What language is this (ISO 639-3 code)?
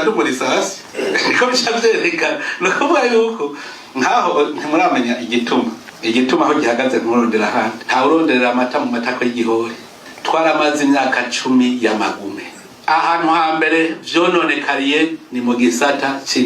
run